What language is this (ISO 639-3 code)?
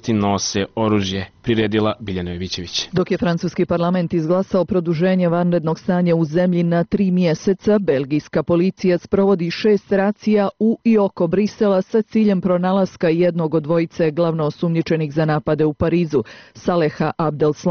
srp